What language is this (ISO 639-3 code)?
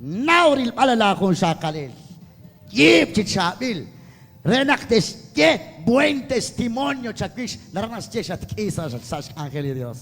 kek